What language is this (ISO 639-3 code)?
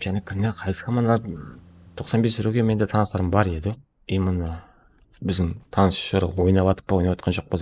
kaa